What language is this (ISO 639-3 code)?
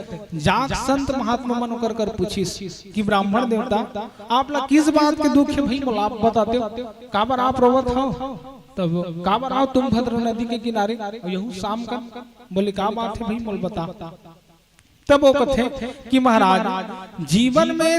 hne